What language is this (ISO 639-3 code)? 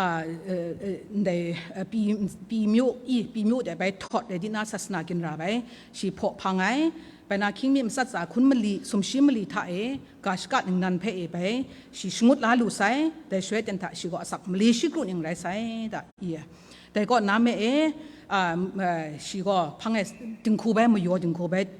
kac